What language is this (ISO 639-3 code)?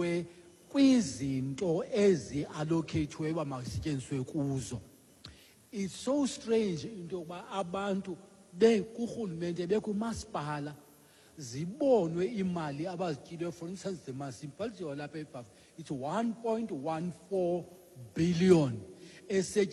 xho